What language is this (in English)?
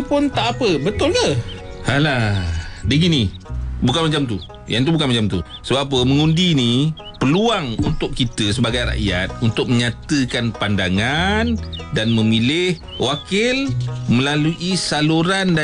Malay